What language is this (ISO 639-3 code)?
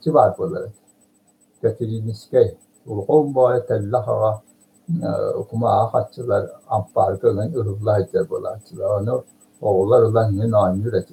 sah